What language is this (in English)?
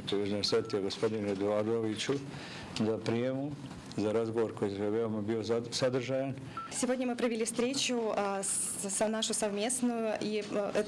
Ossetic